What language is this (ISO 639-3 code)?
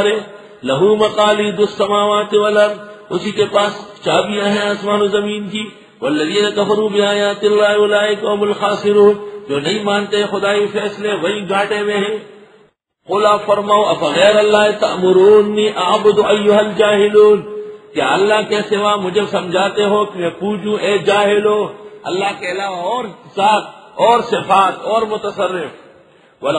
urd